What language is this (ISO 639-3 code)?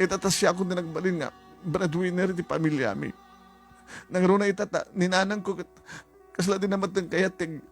ilo